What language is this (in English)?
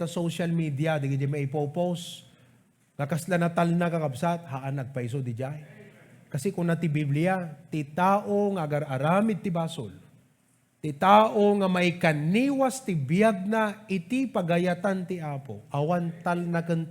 Iloko